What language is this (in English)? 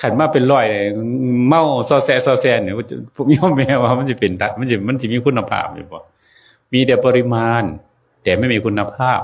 Northeastern Thai